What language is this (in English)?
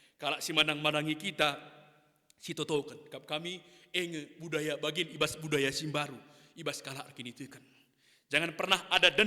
Batak Karo